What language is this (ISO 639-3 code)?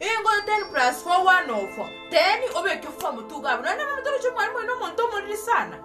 guz